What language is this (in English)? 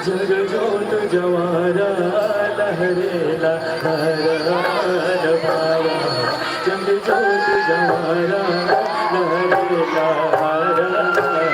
Chhattisgarhi